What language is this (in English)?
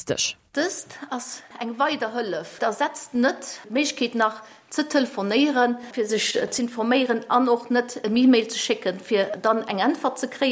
Luxembourgish